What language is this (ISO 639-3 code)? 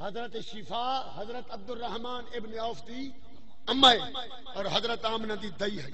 skr